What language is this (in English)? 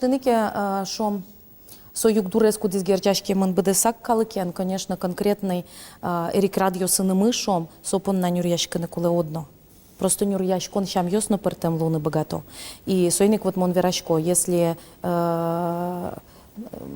Udmurt